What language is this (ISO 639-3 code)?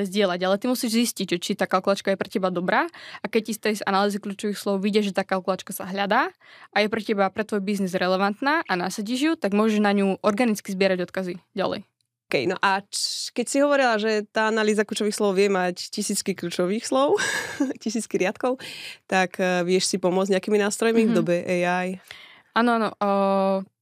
slk